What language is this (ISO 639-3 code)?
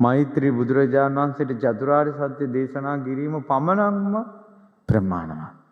sin